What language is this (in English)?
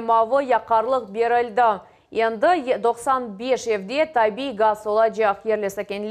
Crimean Tatar